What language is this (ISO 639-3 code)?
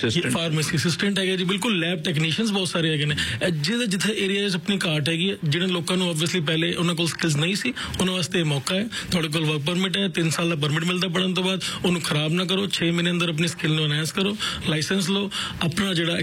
pan